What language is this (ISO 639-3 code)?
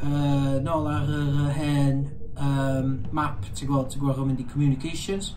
cym